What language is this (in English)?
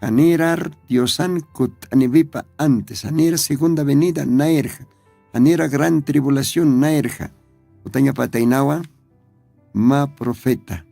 Aymara